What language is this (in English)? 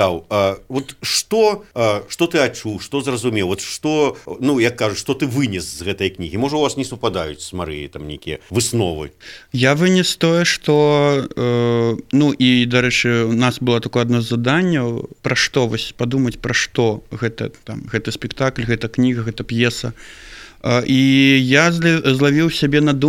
Belarusian